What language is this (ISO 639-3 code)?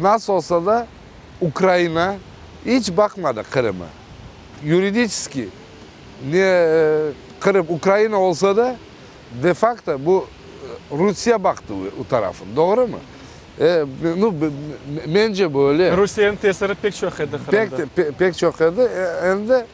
crh